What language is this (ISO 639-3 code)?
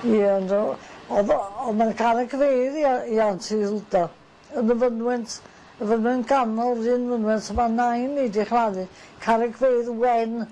cym